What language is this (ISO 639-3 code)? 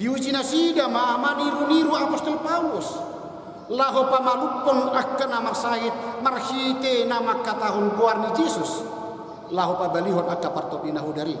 bbc